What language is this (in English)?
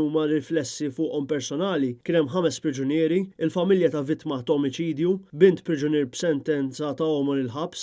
Maltese